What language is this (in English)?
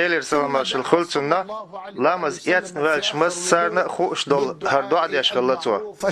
Chechen